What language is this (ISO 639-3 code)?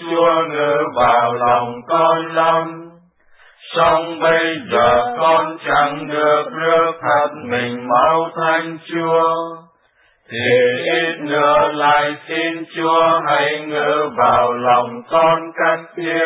vie